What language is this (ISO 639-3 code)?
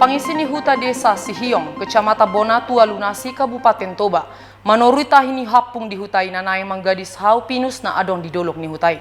bbc